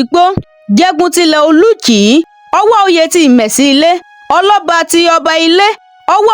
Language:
Yoruba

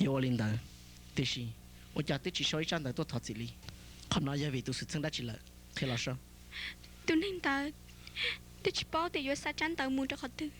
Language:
Hmong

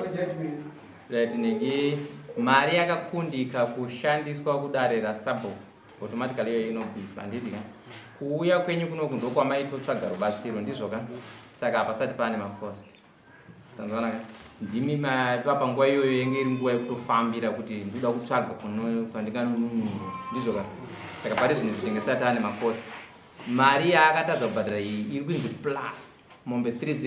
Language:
Shona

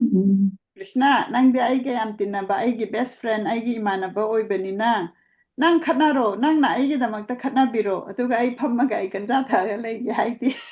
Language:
Manipuri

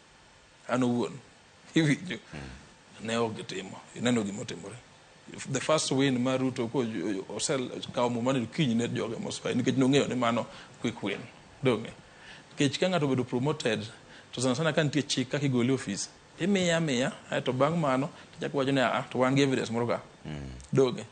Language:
Luo (Kenya and Tanzania)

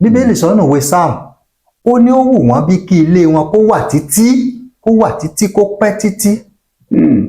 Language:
Yoruba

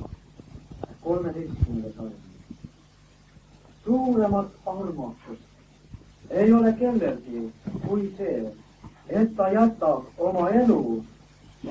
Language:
Estonian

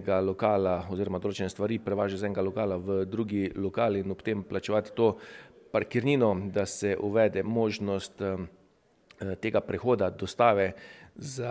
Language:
Slovenian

